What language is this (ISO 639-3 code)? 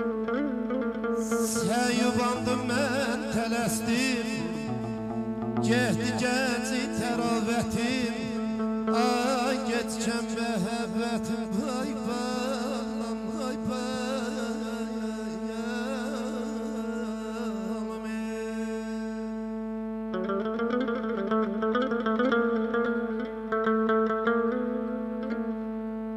aze